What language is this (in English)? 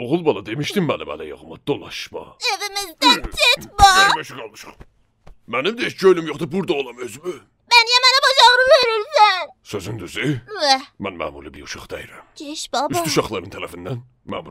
South Azerbaijani